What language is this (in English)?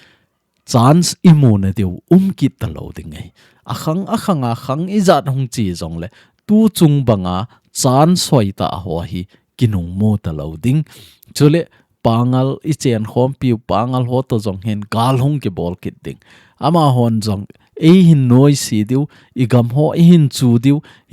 Thado Chin